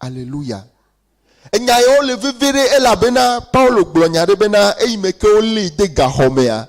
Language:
Ewe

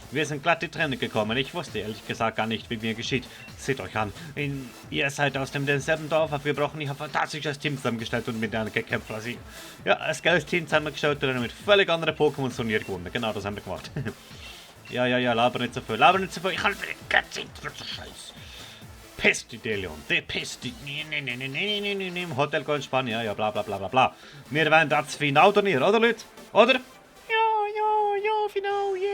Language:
Swiss German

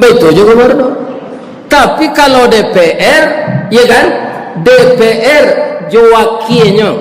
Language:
Minangkabau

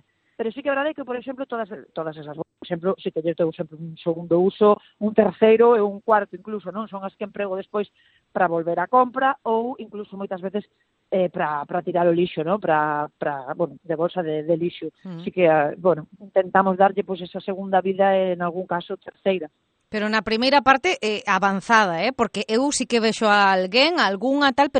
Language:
Galician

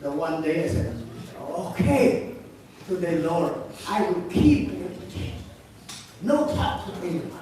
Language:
Central Mnong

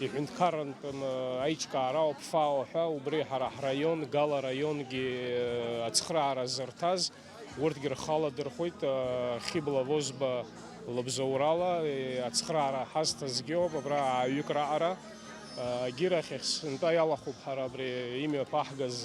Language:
Abkhazian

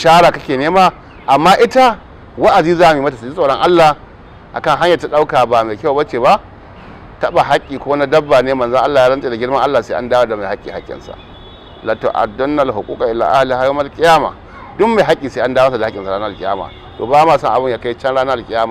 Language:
Hausa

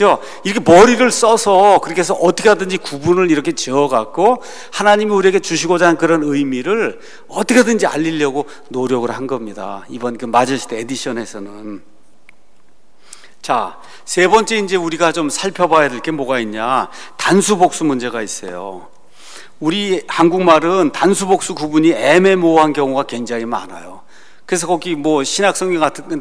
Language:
Korean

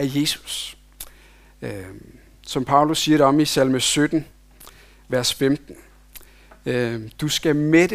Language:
Danish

